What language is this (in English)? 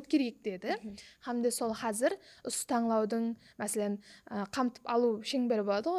Kara-Kalpak